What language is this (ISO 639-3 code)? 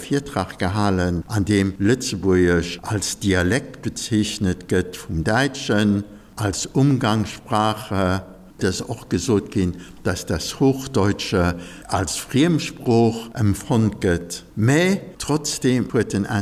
ltz